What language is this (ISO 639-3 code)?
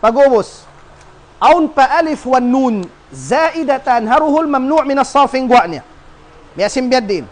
tsg